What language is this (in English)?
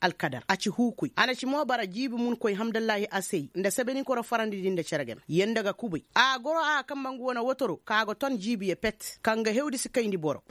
Koyraboro Senni